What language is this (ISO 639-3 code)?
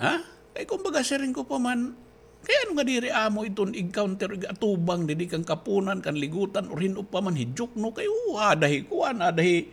war